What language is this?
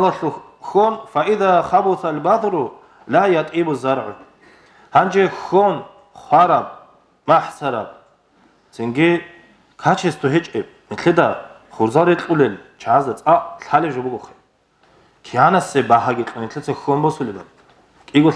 Avaric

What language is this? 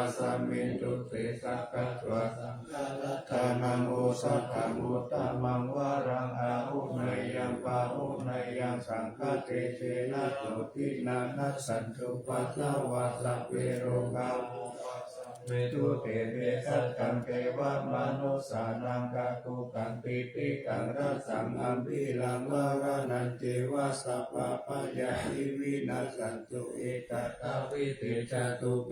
Pali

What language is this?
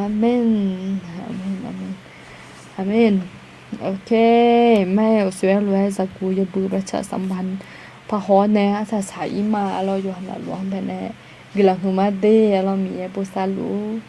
Akha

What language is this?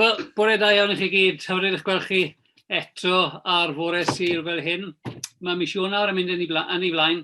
Welsh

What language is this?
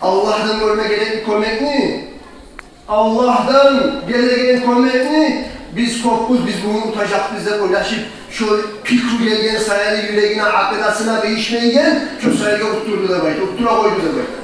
Kumyk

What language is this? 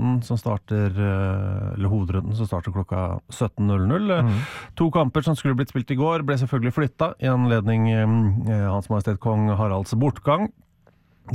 Norwegian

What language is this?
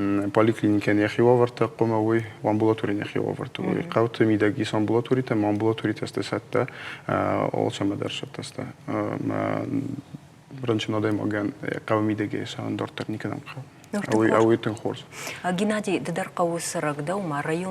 Ossetic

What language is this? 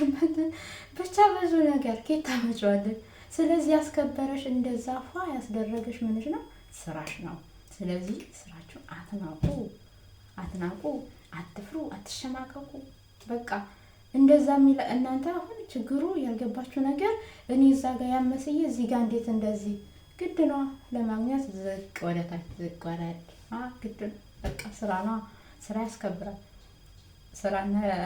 Amharic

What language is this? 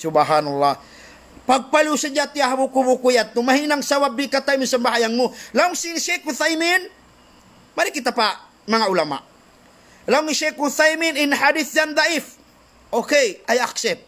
Tausug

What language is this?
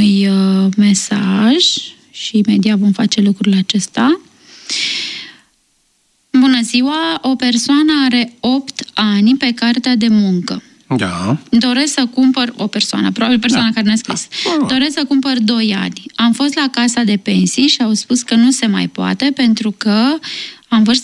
Romanian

